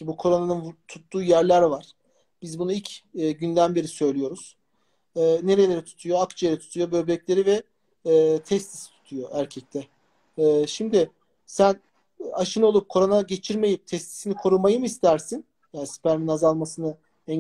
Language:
Turkish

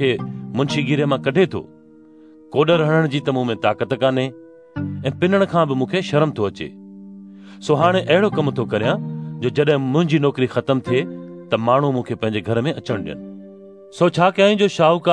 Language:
Sindhi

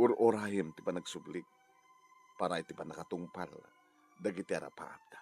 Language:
Iloko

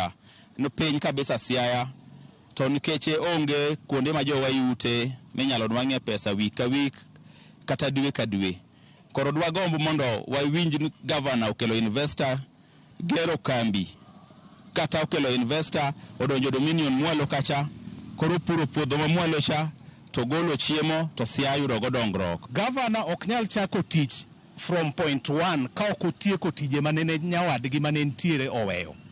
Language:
Luo (Kenya and Tanzania)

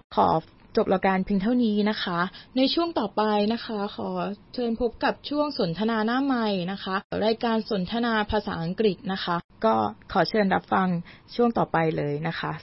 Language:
Thai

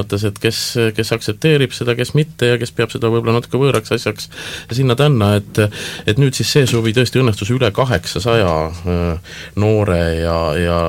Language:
Estonian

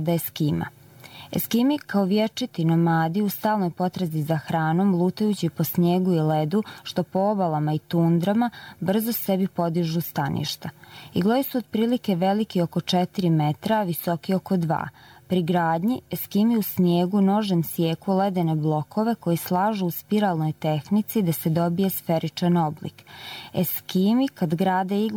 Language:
Croatian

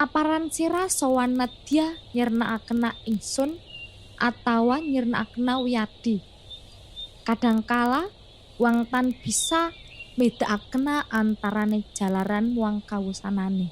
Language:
Javanese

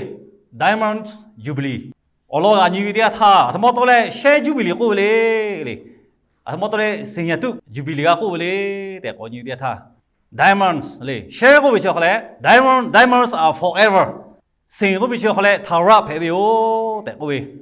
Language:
Lahu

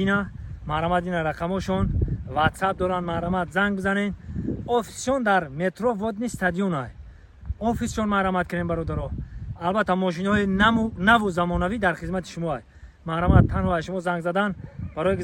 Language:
Tajik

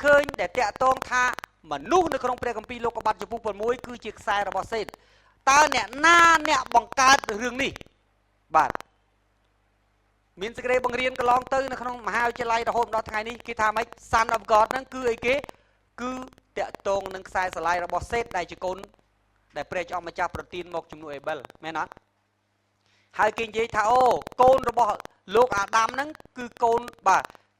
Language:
Khmer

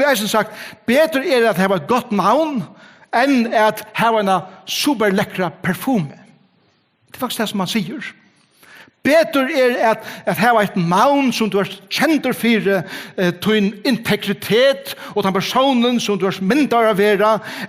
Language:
Faroese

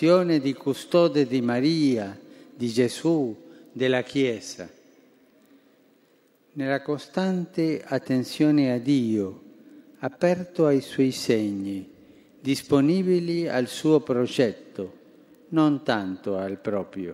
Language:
Italian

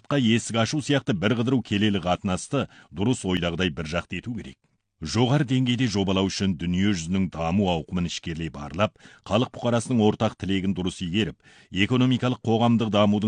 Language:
Kazakh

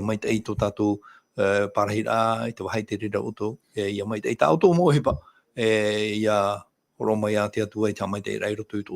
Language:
Tahitian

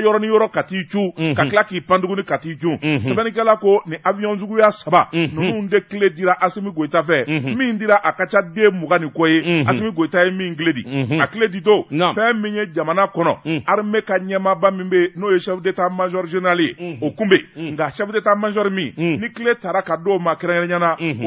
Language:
Bambara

